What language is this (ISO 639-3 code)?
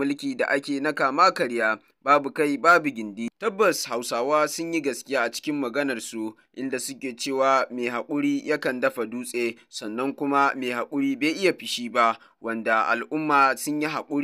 hau